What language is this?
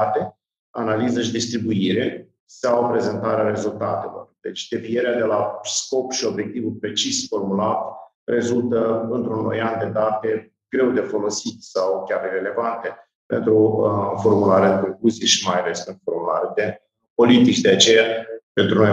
Romanian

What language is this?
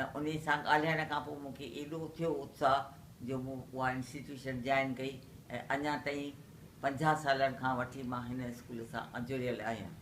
Sindhi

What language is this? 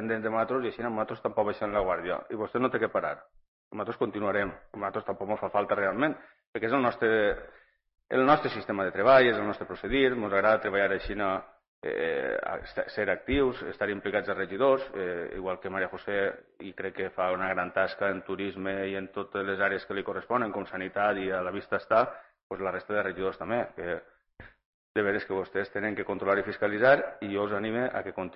Catalan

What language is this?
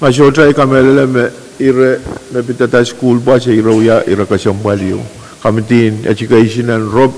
Pohnpeian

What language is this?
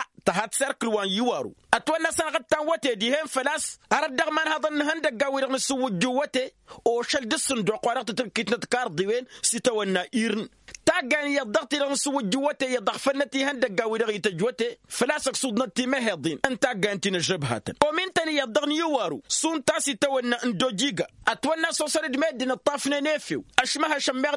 Tamasheq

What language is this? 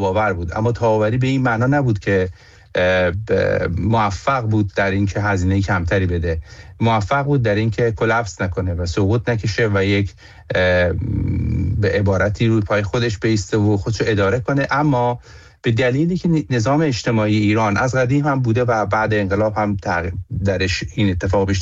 Persian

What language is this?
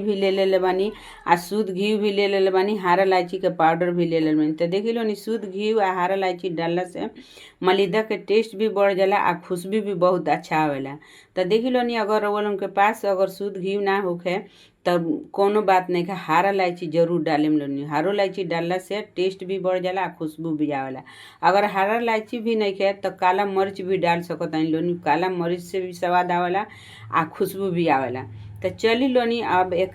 Bhojpuri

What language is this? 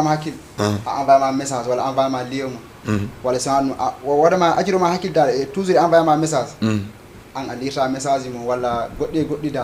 Fula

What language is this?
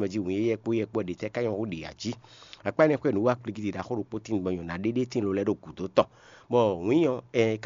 Fon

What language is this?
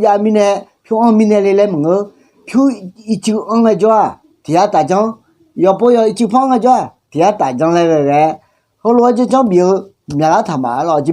Akha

